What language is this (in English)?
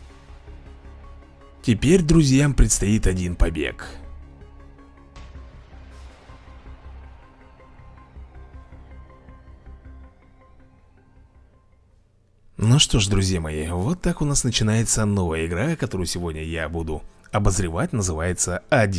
Russian